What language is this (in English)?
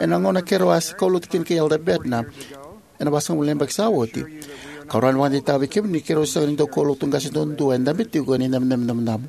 Fijian